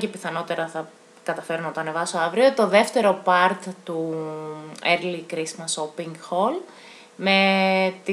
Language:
Greek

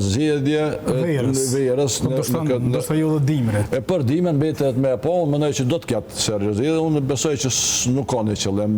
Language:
Albanian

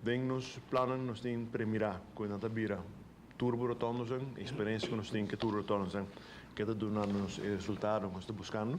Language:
Papiamento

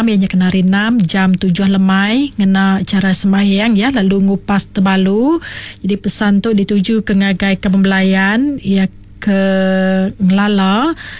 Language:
Iban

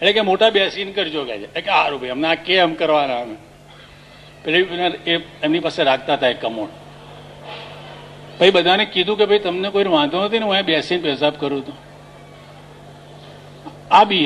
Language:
Gujarati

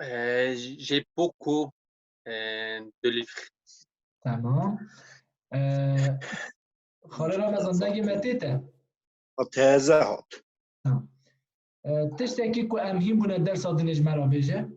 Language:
Kurdish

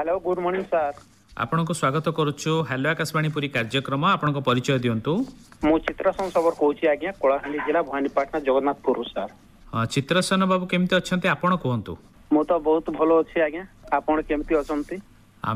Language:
Odia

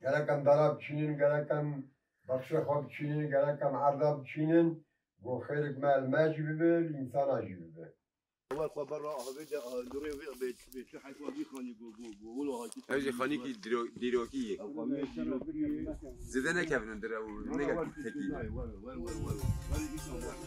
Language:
Kurdish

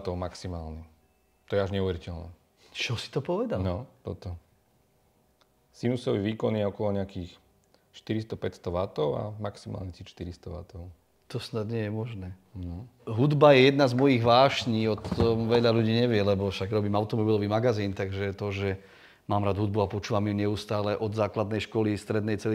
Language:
Slovak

